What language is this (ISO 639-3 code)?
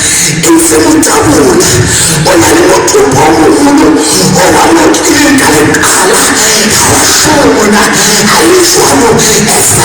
sot